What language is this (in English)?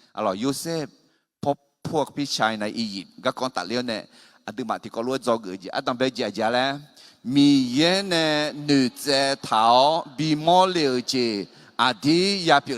Akha